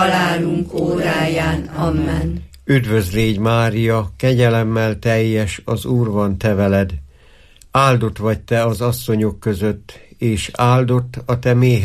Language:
Hungarian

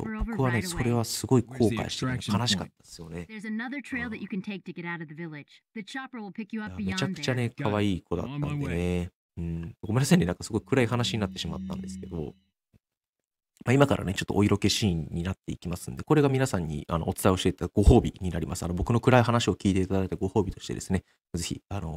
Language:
Japanese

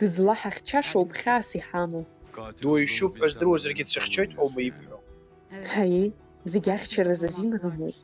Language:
Abkhazian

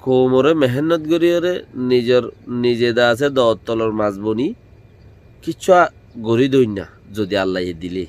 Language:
Rohingya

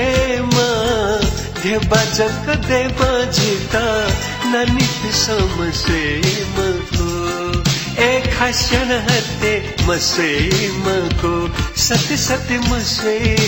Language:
Newari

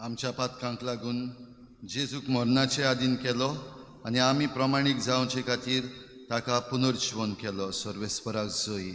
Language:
Konkani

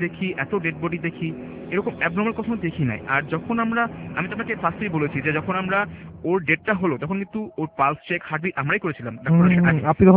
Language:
Bangla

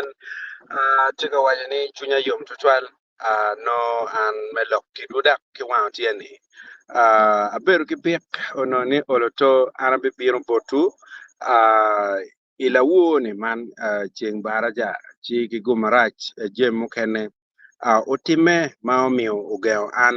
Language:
Acoli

